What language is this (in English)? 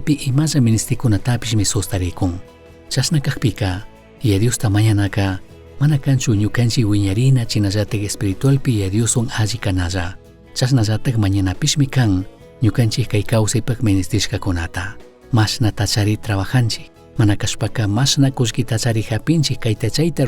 Chimborazo Highland Quichua